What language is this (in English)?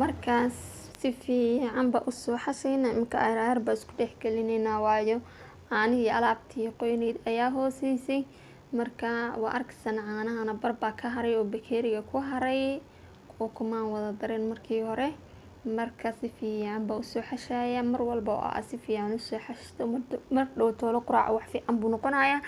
Somali